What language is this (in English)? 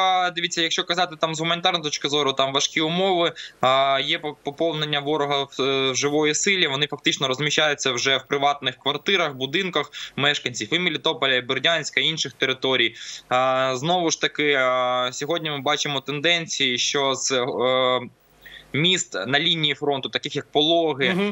Ukrainian